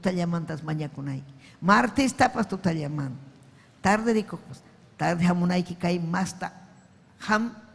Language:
Ayacucho Quechua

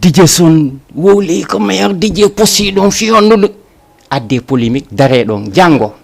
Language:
Fula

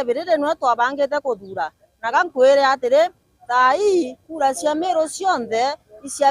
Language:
Meru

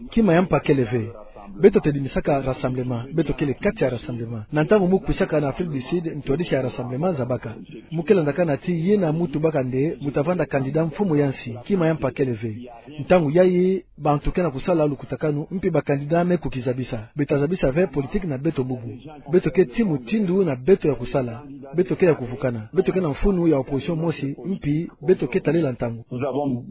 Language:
Kituba (Democratic Republic of Congo)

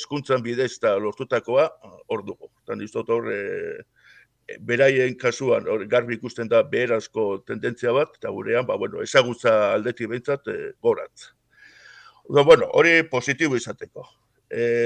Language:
Basque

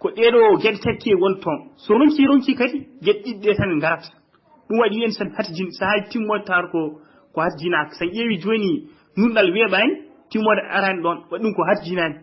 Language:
Fula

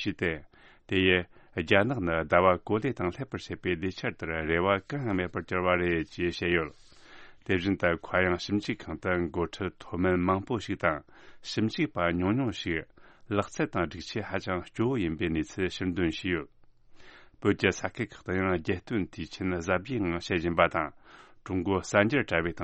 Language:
Tibetan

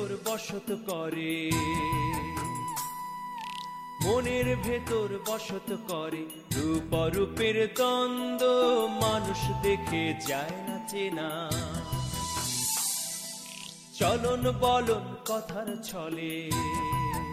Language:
Bangla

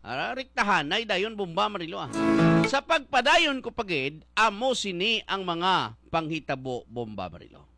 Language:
Hiligaynon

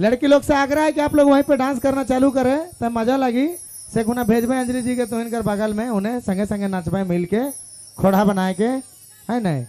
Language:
Sadri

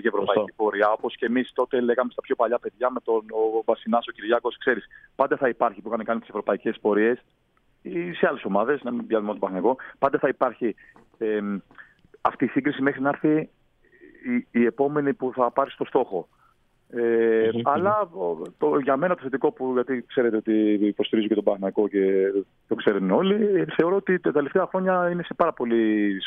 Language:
Greek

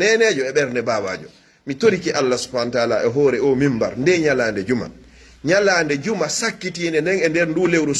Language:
Pular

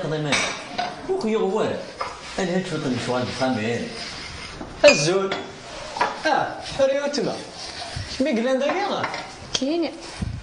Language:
Kabyle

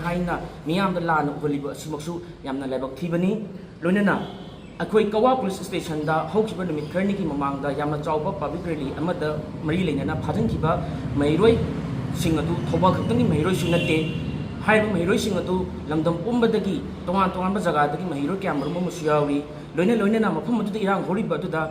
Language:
Manipuri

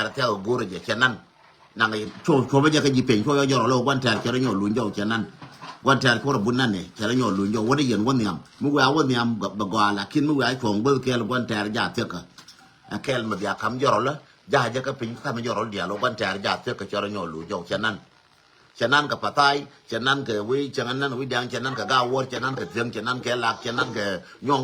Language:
Nuer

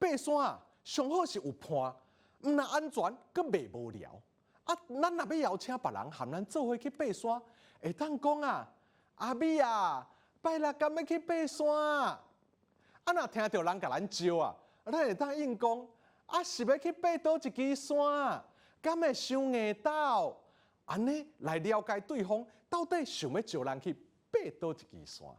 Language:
Min Nan Chinese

